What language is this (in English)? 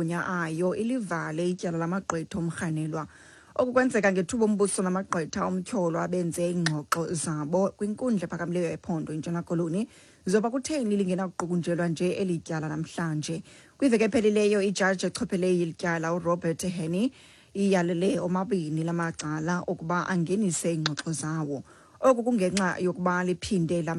Xhosa